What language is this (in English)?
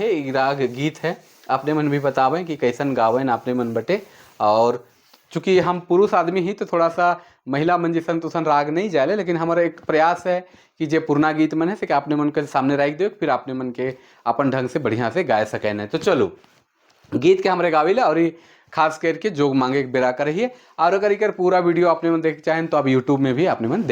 Sadri